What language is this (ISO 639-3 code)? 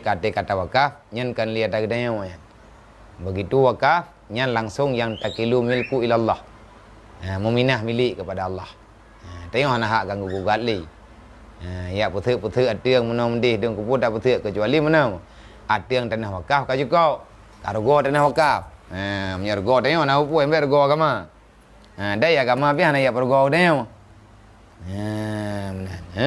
ace